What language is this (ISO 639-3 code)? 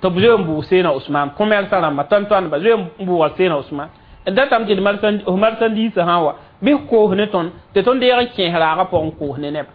mos